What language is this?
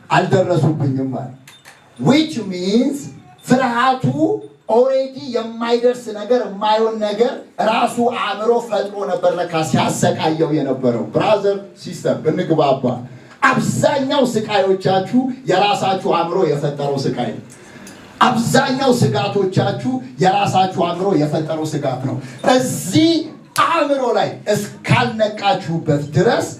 Amharic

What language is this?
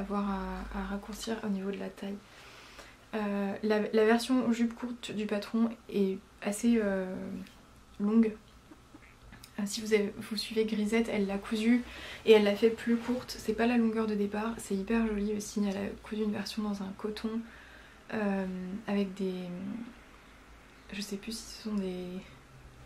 French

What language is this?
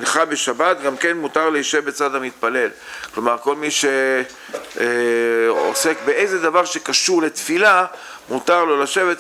Hebrew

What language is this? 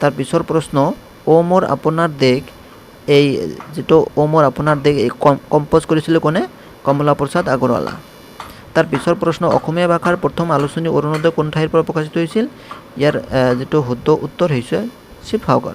Assamese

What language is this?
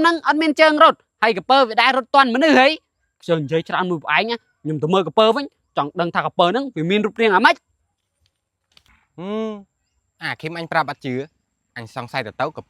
Khmer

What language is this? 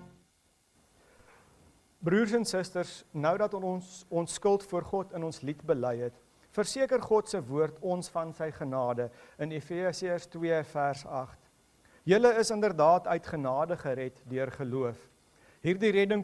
Afrikaans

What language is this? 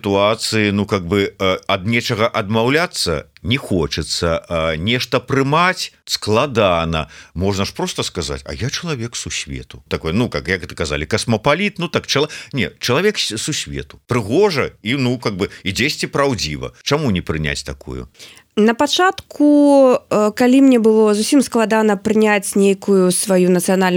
Belarusian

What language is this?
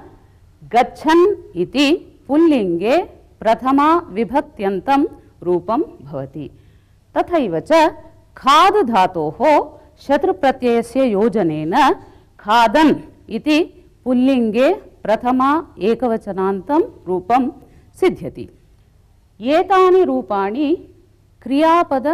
Sanskrit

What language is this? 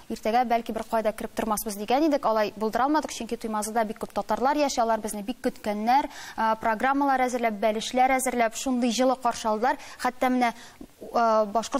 Tatar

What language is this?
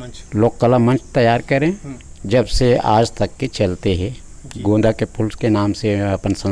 Chhattisgarhi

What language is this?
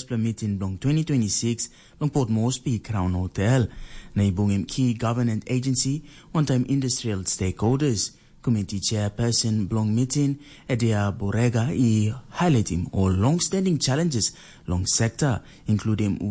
Tok Pisin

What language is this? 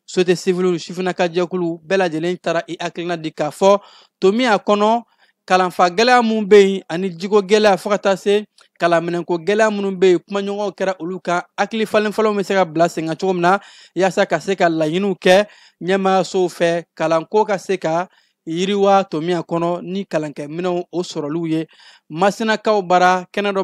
Bambara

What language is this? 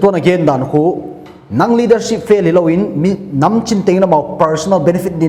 Paite Chin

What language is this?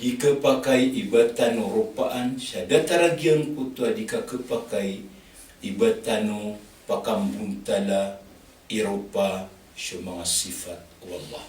Maranao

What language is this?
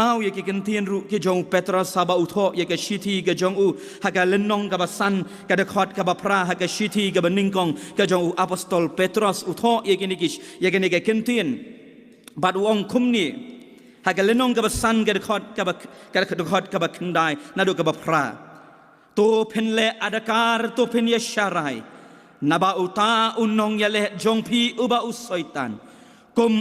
Khasi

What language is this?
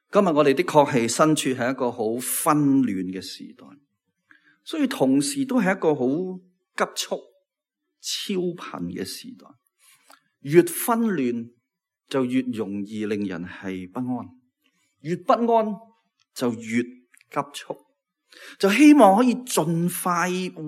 Cantonese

